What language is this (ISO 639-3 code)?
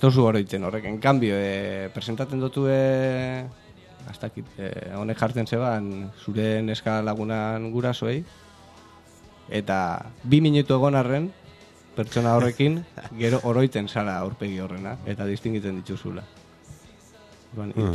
eus